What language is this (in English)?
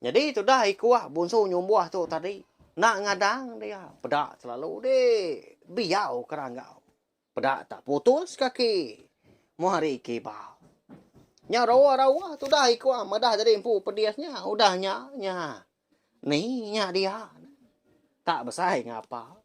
Iban